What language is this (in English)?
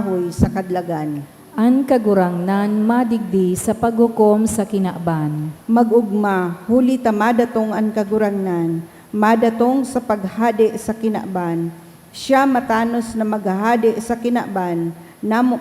Bikol